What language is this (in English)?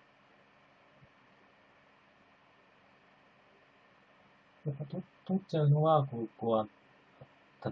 Japanese